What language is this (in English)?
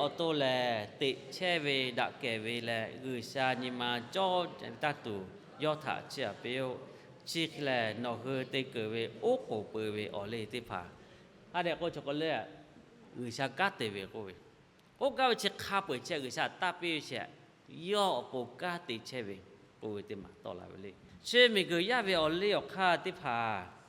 Lahu